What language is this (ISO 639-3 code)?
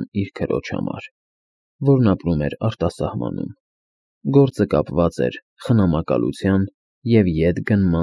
hye